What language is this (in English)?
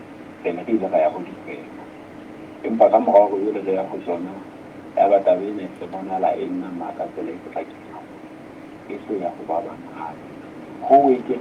Southern Sotho